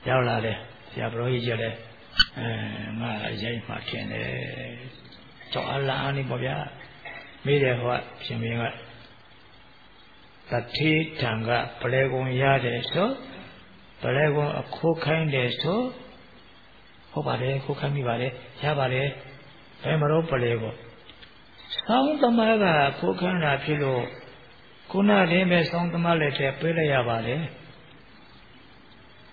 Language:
Burmese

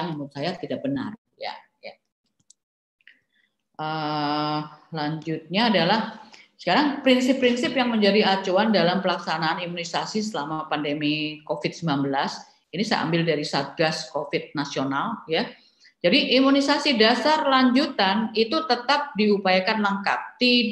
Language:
Indonesian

